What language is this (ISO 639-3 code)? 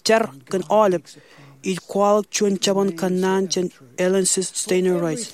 mah